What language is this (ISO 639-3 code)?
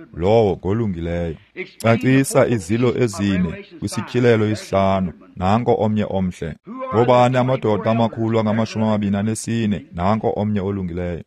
xho